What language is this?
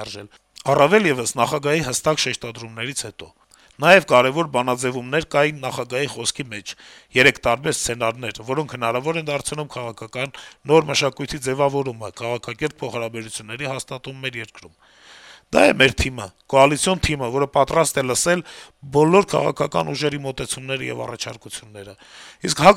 Armenian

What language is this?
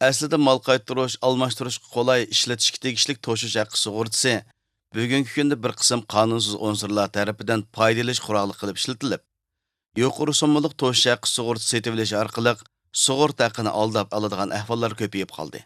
Uyghur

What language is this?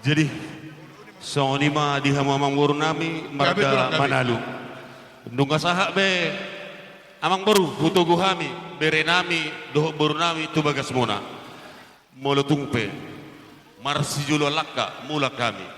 Batak Toba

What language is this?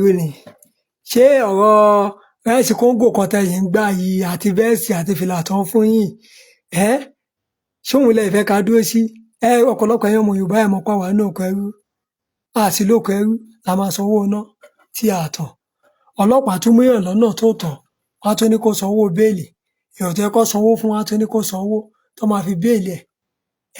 Yoruba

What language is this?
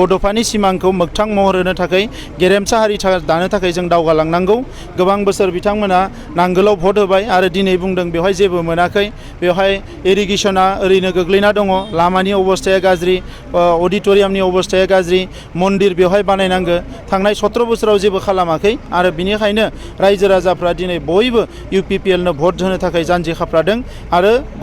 Bodo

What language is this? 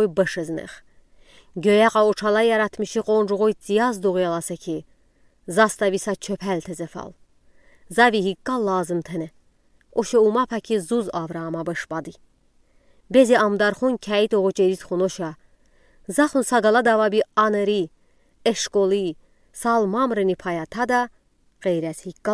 Udi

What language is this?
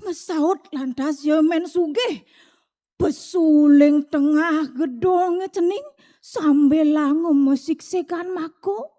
Balinese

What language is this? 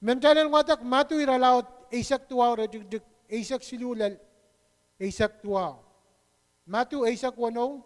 Pohnpeian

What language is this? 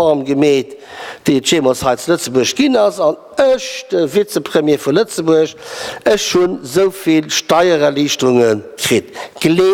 Luxembourgish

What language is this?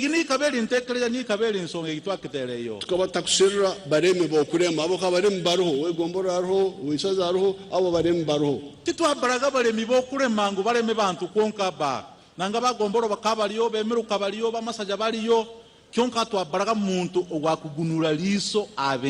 Nyankole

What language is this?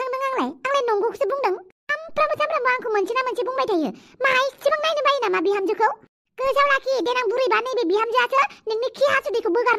Bodo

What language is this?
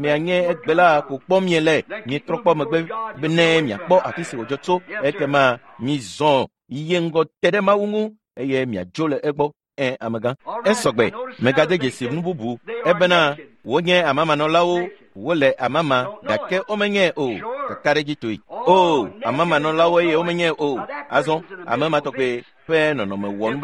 Ewe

